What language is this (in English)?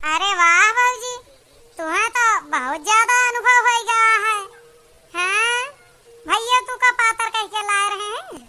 Awadhi